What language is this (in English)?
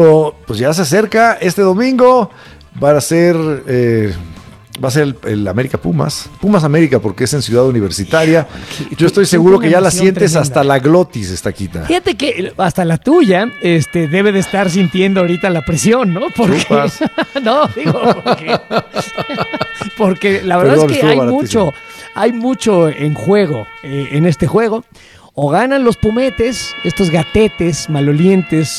Spanish